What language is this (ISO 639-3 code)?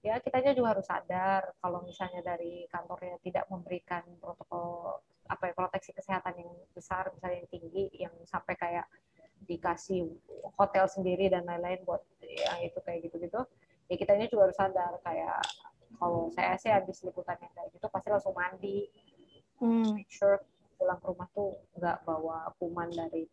ind